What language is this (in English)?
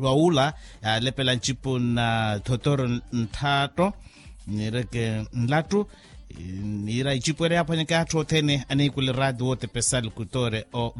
Makhuwa